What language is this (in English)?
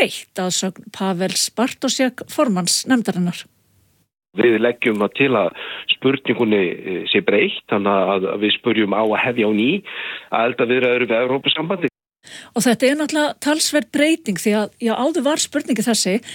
Icelandic